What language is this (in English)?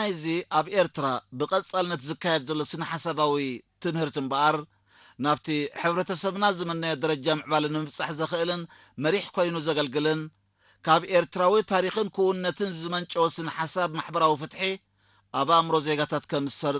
Tigrinya